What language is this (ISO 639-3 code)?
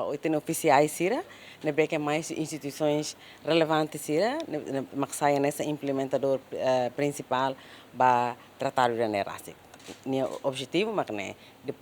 tet